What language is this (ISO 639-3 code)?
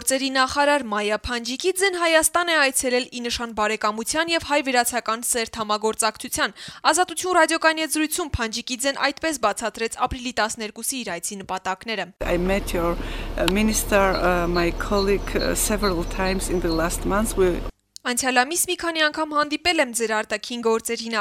hye